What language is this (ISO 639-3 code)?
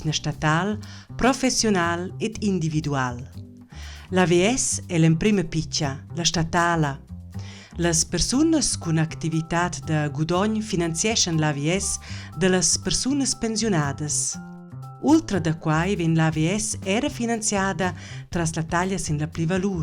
roh